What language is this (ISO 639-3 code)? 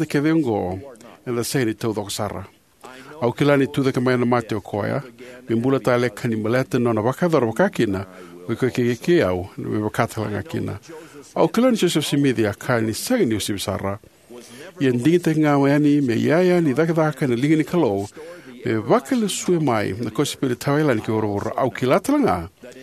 fij